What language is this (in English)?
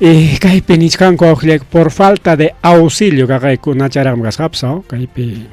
Ayacucho Quechua